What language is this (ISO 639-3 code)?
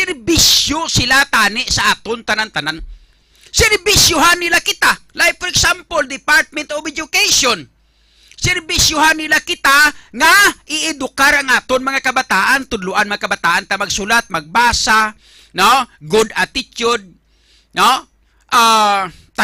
hil